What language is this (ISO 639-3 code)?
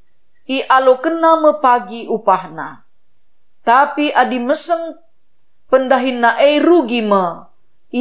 btx